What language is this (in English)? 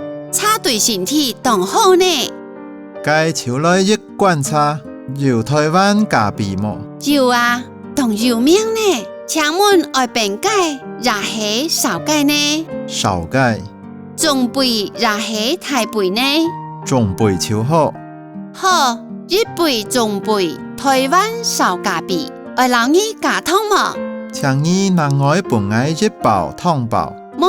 Hakka Chinese